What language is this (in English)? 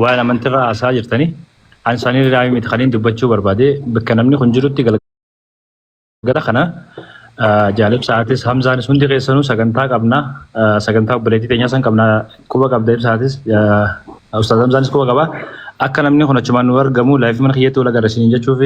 Oromo